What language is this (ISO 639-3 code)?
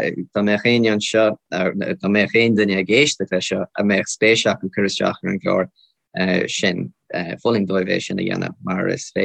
gle